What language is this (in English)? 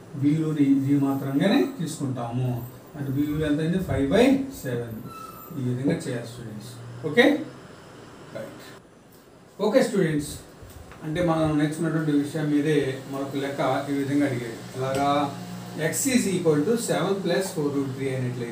Telugu